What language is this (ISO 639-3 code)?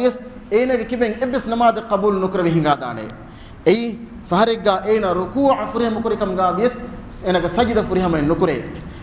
div